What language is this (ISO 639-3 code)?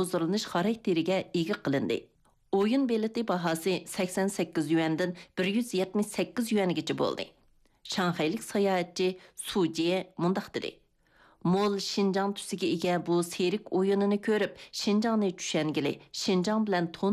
uig